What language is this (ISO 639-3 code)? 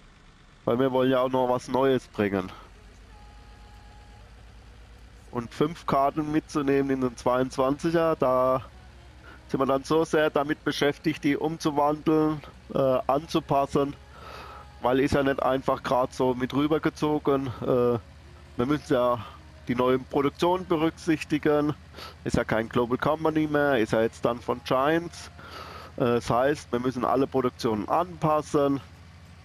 deu